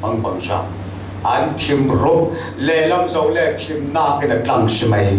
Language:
Falam Chin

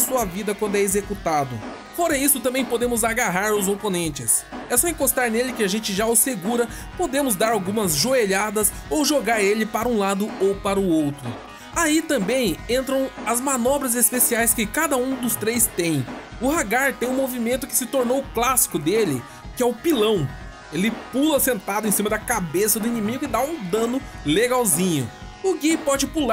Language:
Portuguese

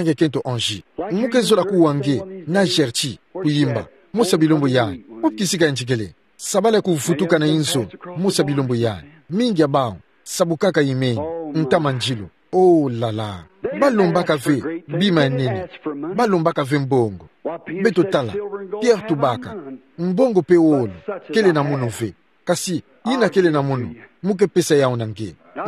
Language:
Kituba (Democratic Republic of Congo)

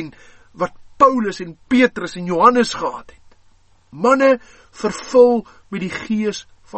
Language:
Afrikaans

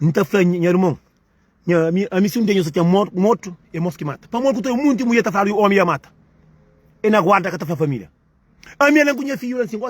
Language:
Kabuverdianu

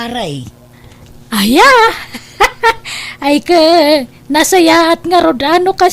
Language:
Iloko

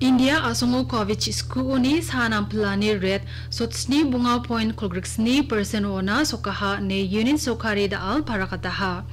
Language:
Garo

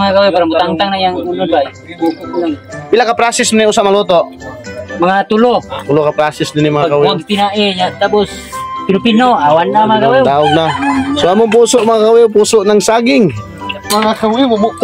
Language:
Cebuano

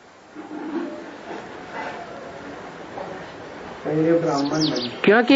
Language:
Hindi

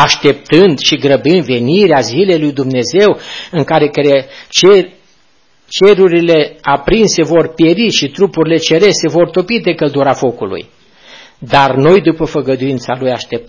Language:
Romanian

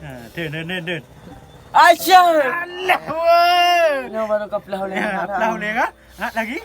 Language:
Achinese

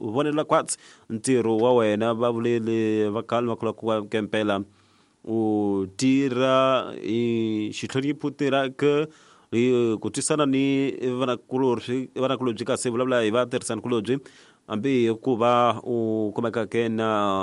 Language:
Tsonga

